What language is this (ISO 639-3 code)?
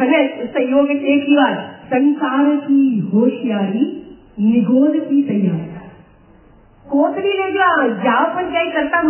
guj